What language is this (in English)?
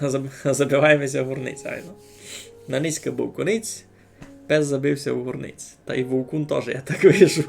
Rusyn